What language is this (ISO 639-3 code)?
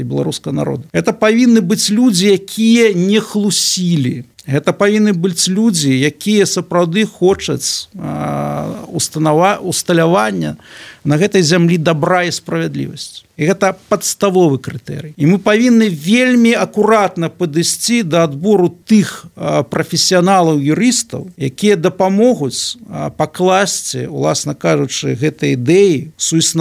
bel